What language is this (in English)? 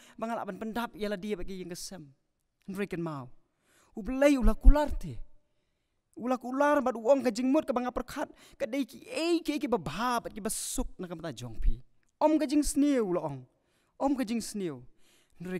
Khasi